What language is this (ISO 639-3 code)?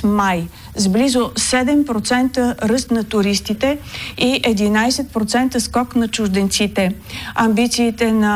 bul